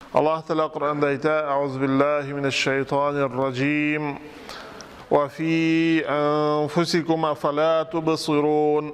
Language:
Tatar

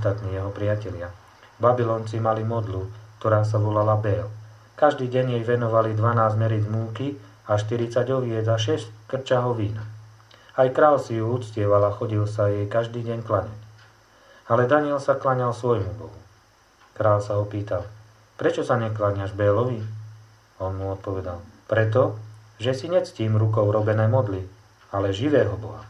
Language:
Slovak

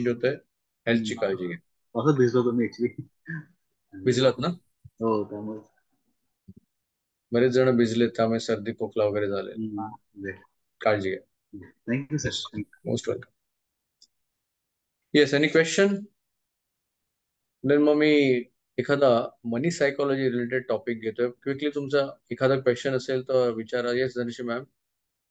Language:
Marathi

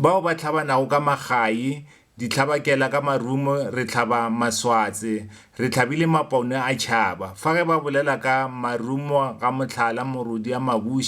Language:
Northern Sotho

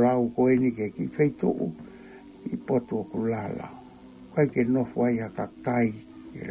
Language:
Tongan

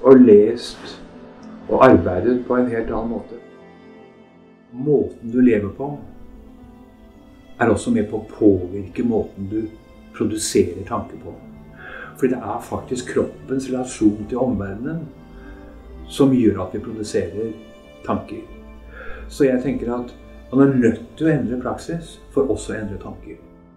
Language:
Norwegian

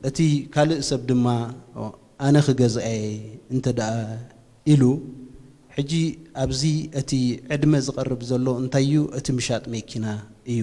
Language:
Tigrinya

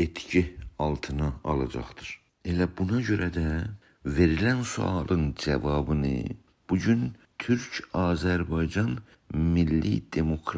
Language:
South Azerbaijani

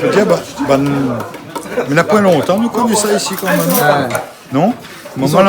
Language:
Réunion Creole French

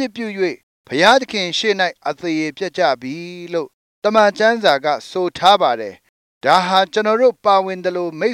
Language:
Burmese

